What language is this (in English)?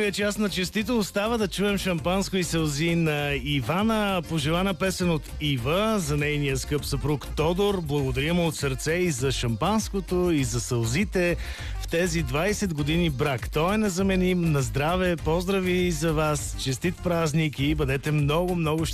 Bulgarian